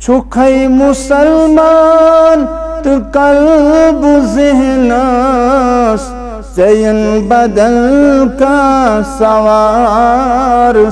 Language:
Kashmiri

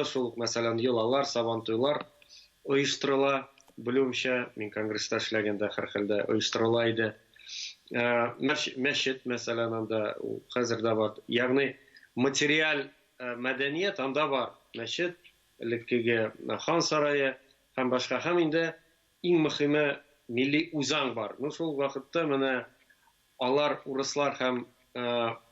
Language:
Tatar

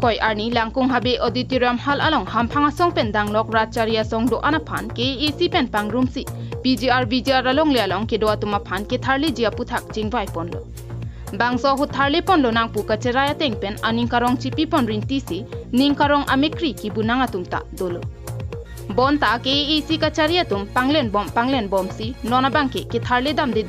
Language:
Karbi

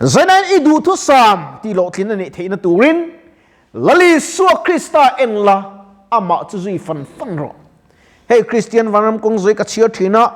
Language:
Mizo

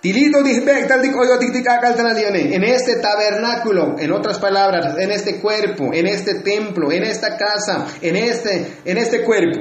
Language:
Tzotzil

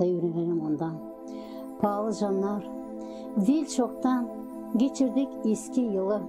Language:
Gagauz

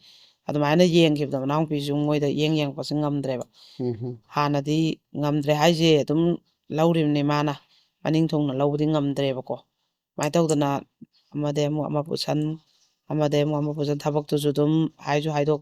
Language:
Manipuri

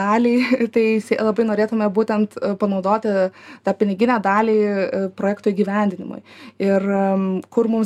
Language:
Lithuanian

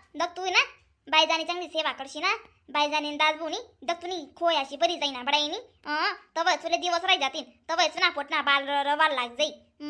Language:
Khandesi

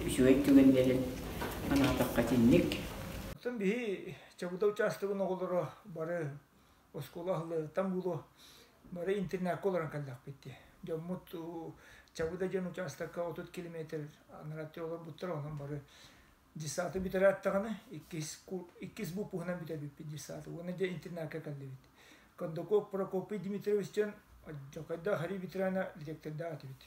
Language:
Yakut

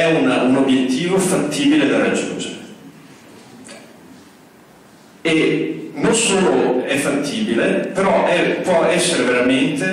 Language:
Italian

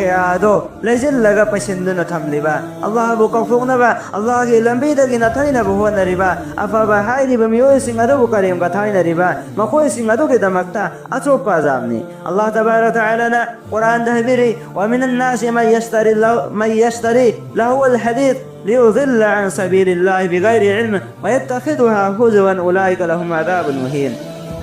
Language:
Manipuri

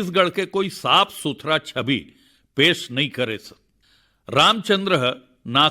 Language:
Chhattisgarhi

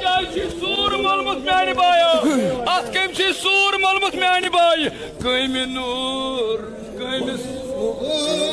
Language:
Kashmiri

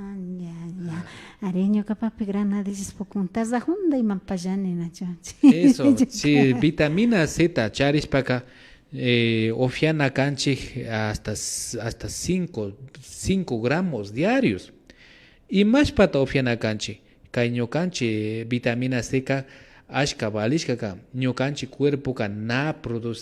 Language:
Imbabura Highland Quichua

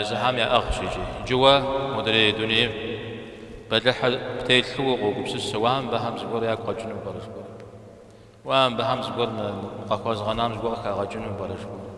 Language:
Kabardian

